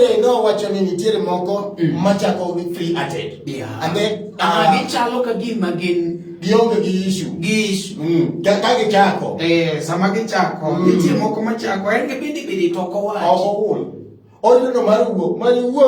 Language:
Luo (Kenya and Tanzania)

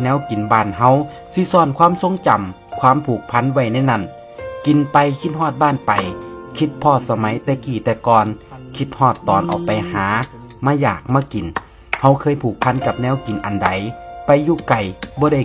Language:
Northeastern Thai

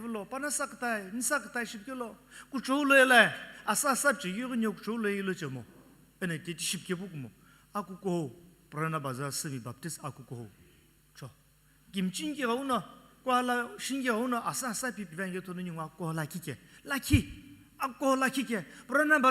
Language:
Sumi Naga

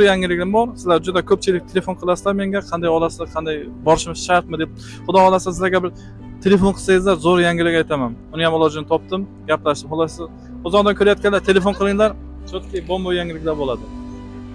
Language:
Uzbek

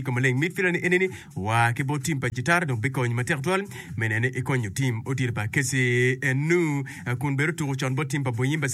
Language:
Acoli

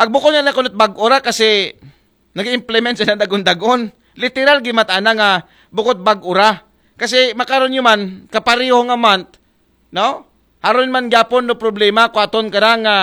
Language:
Aklanon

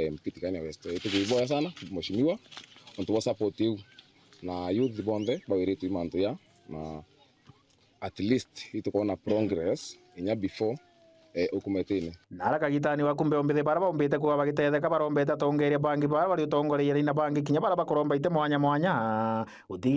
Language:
Meru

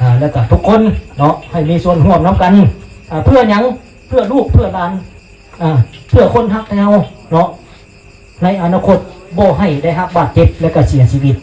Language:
Lao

